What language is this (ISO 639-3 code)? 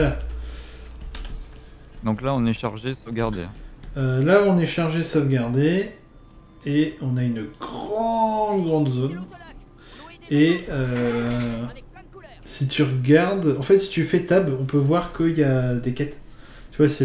fra